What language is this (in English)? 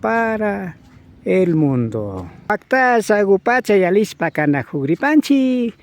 Imbabura Highland Quichua